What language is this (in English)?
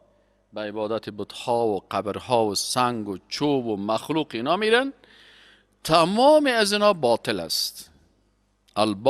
Persian